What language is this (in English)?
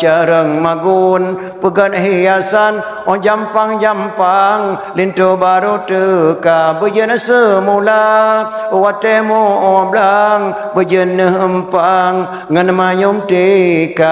Achinese